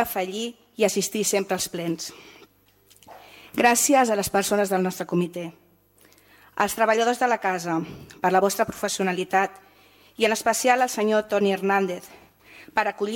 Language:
Catalan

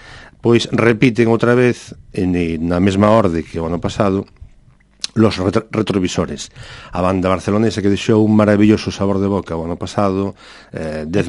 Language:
Galician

